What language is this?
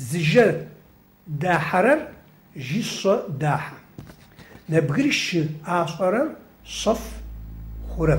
Adyghe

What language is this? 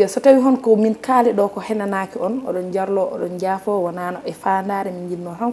Fula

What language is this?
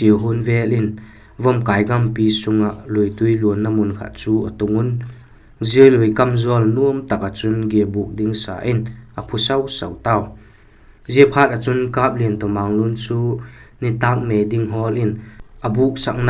Vaiphei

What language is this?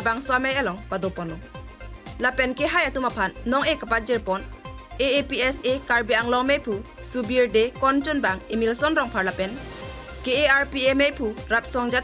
Karbi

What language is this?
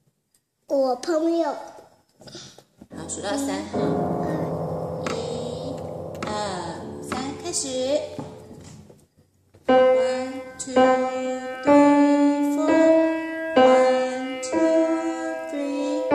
Chinese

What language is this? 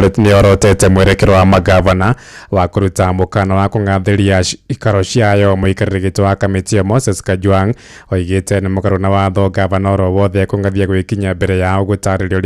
Kikuyu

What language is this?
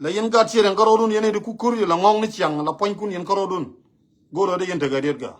Nuer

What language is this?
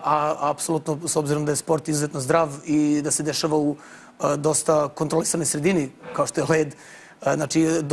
Serbian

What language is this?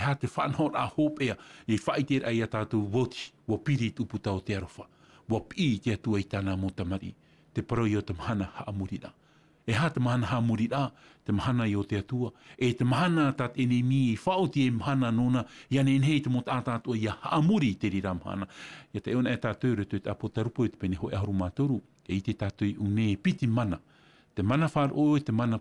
Tahitian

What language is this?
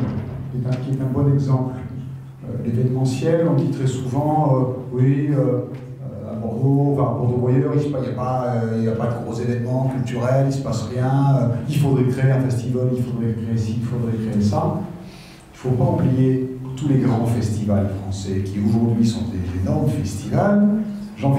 French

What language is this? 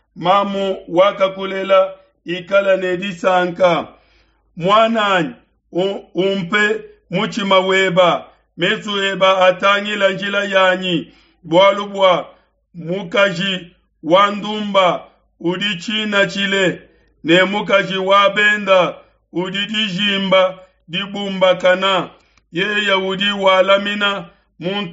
Luba-Lulua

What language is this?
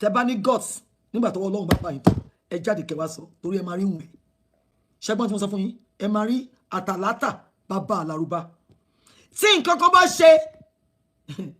Yoruba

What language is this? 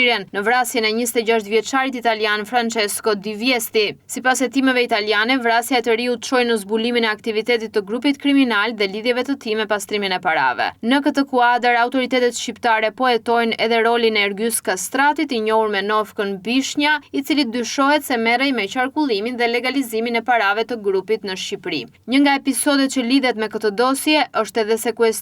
Albanian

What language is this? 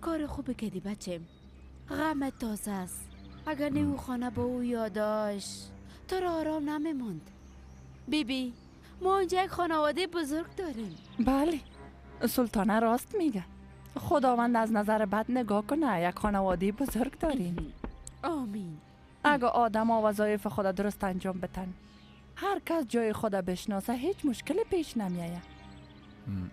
Persian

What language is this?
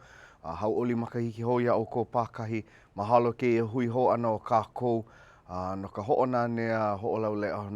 Hawaiian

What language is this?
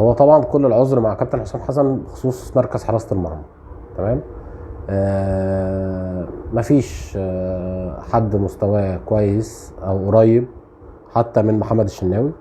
Egyptian Arabic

